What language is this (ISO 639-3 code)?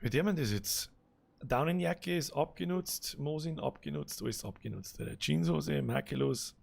bar